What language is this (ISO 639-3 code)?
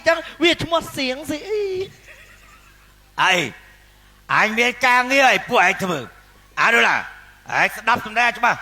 khm